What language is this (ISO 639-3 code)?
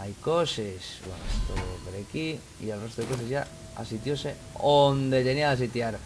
ast